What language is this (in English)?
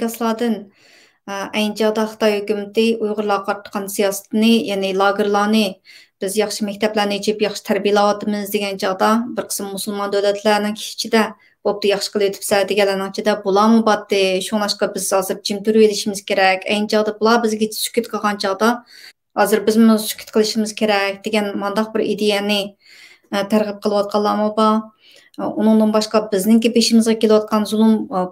Uyghur